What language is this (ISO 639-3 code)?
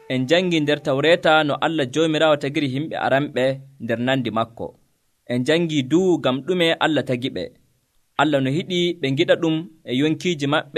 fuv